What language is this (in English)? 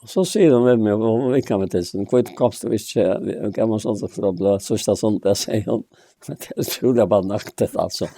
Faroese